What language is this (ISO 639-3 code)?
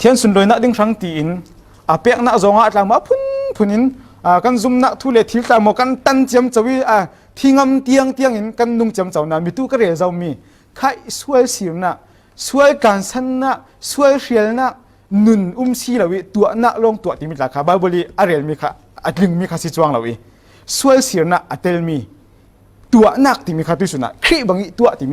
cfm